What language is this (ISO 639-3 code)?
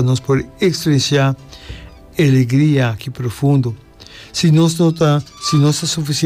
pap